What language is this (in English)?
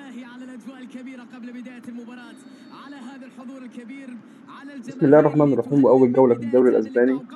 Egyptian Arabic